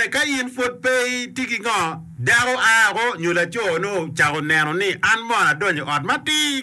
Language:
Acoli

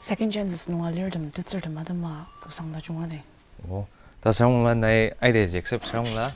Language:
Ao Naga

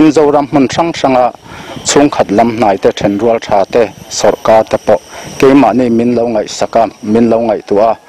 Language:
Mizo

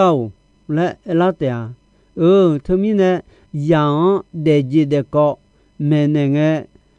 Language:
Akha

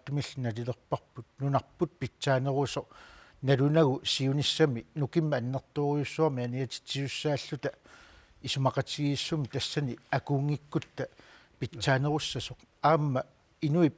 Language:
Kalaallisut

